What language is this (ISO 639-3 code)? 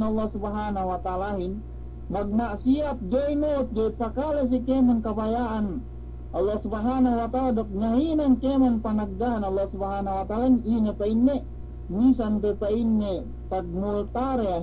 yka